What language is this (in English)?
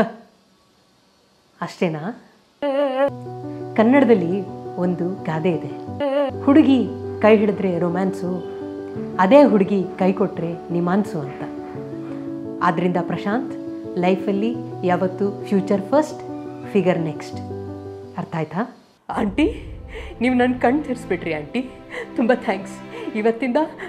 Kannada